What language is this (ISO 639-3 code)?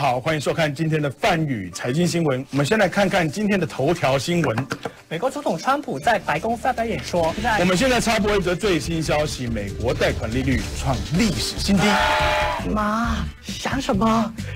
zho